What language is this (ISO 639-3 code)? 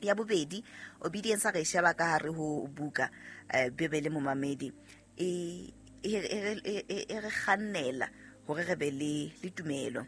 sot